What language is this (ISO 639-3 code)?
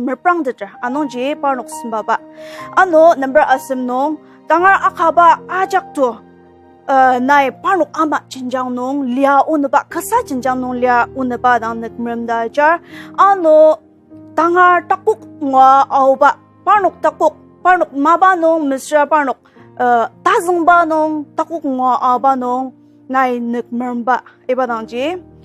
njo